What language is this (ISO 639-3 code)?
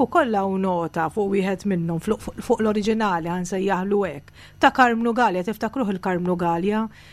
mlt